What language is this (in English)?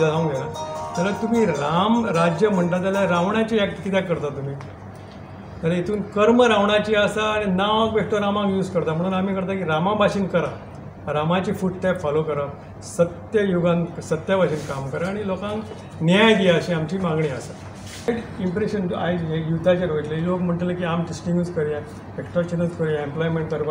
Konkani